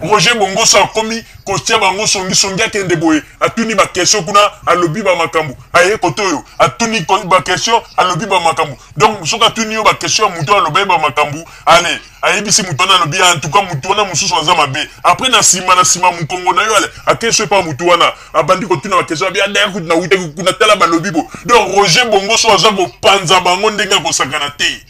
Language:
Lingala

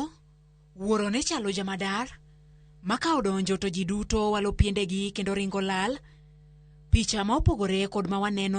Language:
Luo (Kenya and Tanzania)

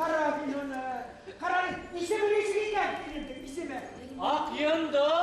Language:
Bashkir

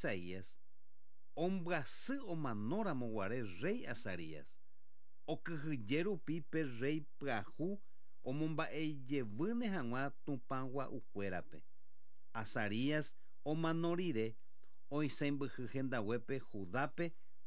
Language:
Guarani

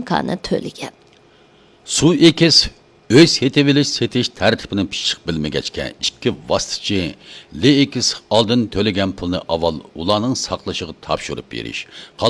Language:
Uyghur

